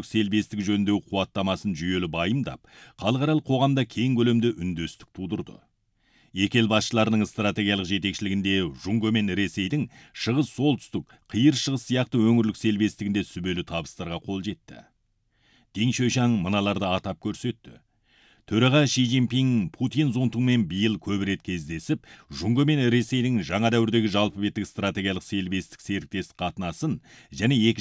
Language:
Kazakh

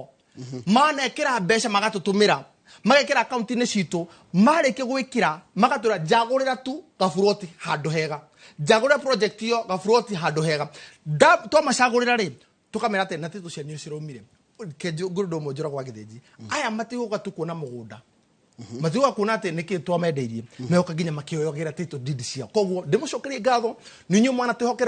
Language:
Kikuyu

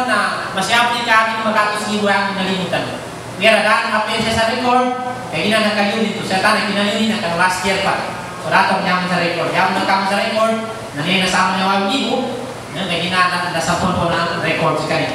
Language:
Filipino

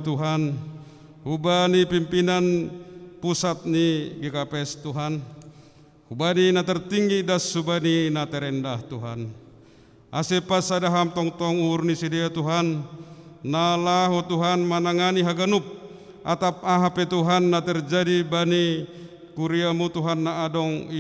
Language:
Batak Simalungun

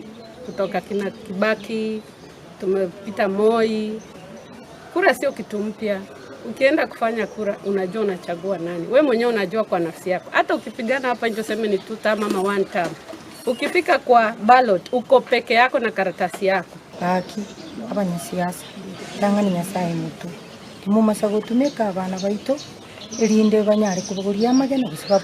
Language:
Gusii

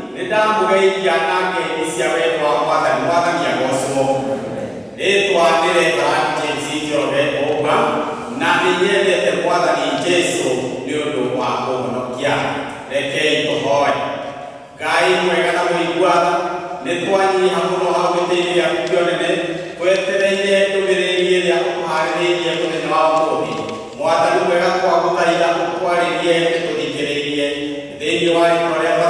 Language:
Kikuyu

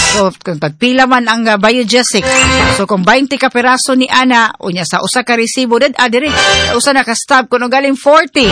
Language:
Cebuano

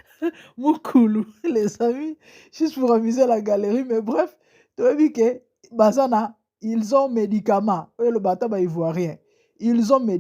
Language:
Lingala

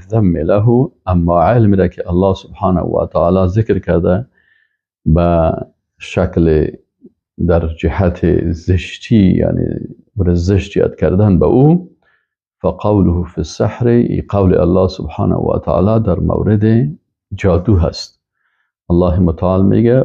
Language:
Persian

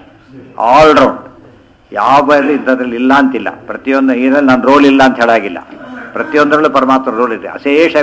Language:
Kannada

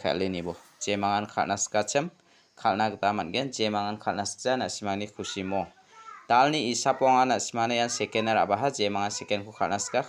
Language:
Garo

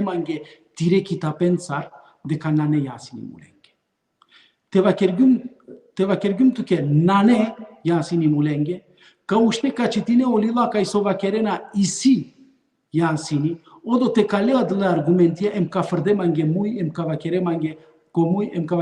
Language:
Balkan Romani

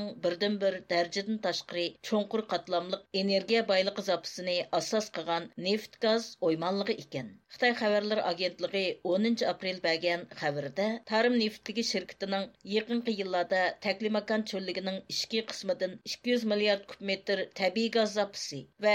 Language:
Uyghur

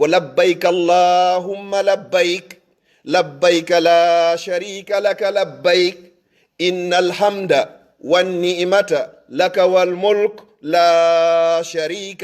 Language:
Fula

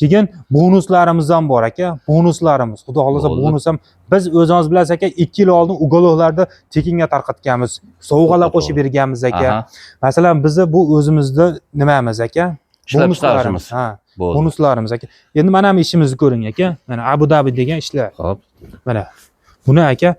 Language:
Uzbek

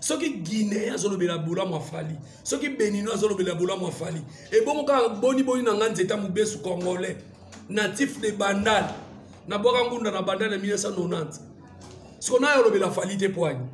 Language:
Lingala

